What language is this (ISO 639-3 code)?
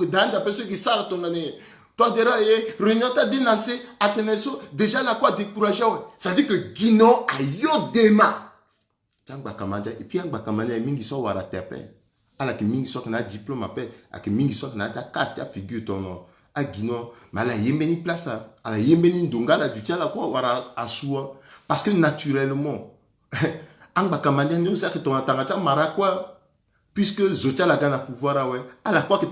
sag